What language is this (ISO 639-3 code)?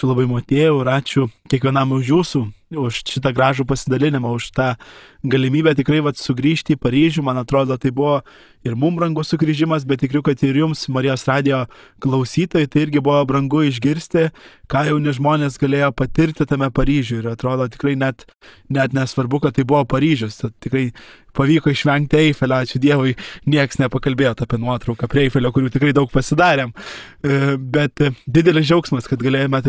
lit